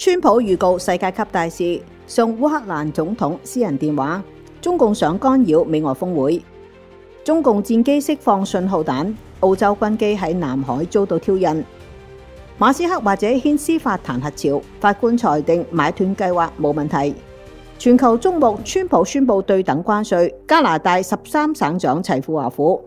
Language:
Cantonese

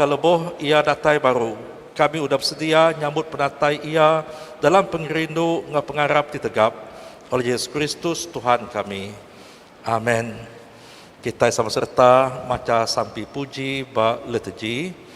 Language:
Iban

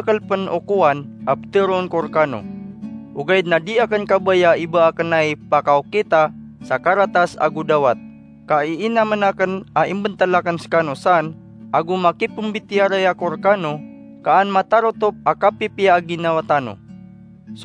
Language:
Maranao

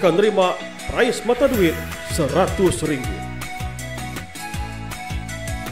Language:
Iban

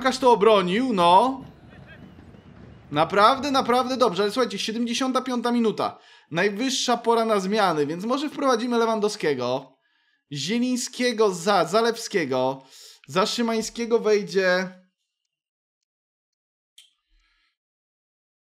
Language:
Polish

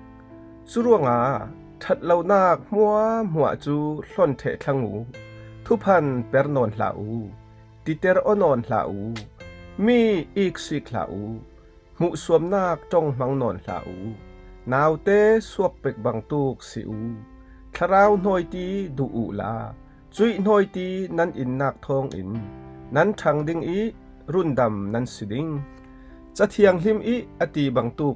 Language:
Falam Chin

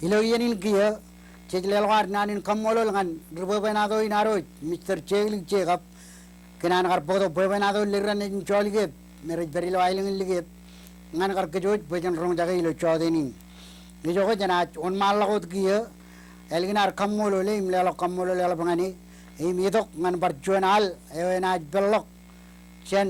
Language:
Marshallese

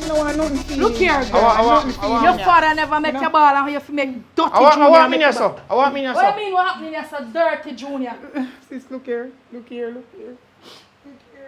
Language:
Jamaican Creole English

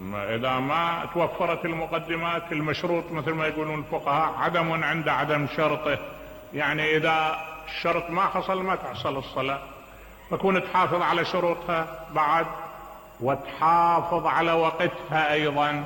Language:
Mesopotamian Arabic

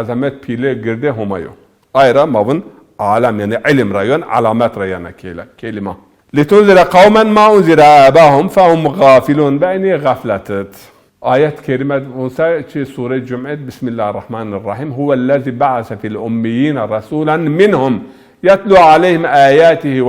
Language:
Zaza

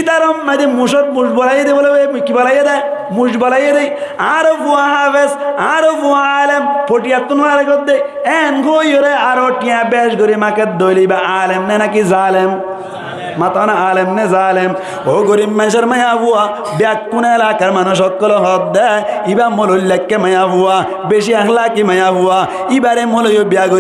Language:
Rohingya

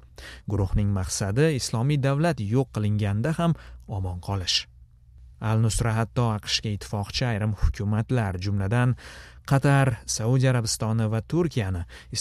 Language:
Uzbek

